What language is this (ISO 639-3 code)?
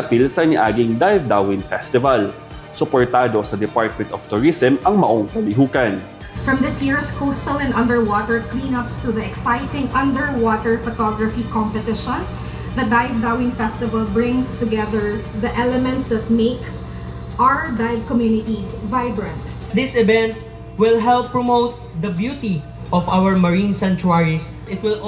ceb